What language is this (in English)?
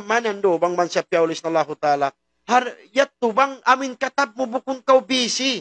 Tausug